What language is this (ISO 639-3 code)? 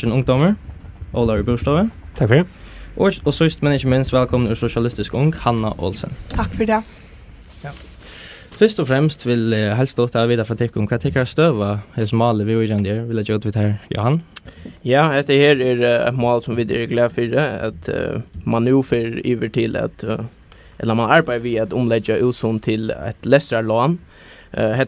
fao